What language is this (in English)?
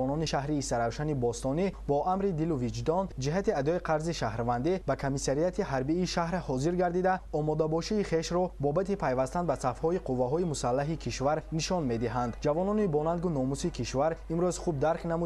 Tajik